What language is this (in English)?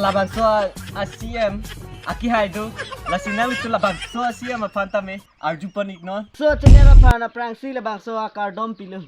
Karbi